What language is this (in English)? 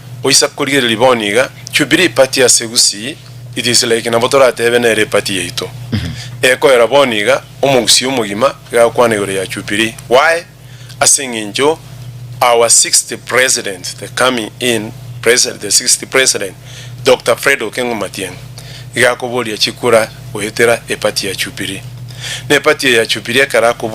Gusii